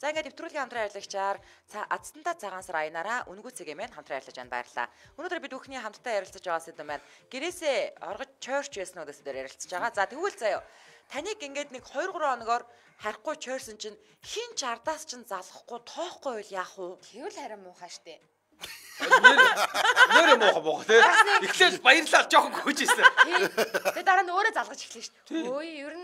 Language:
Mongolian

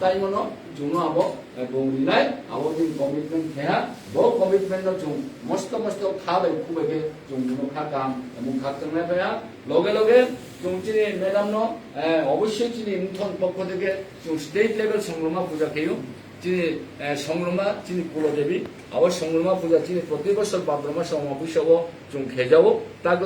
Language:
Kok Borok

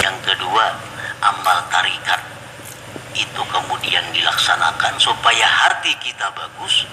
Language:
Banjar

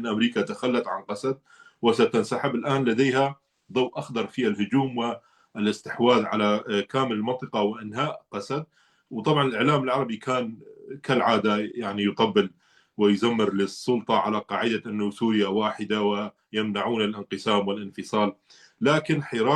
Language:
North Levantine Arabic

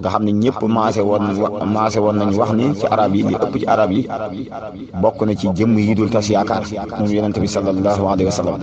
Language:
Wolof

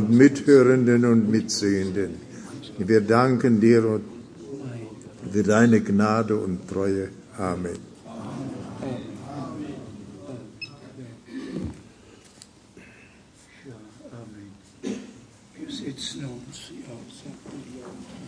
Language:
German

